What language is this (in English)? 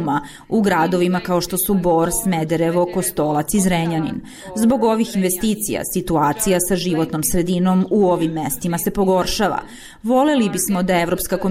Serbian